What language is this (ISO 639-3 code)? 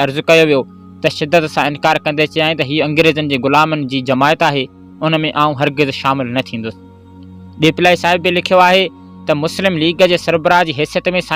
snd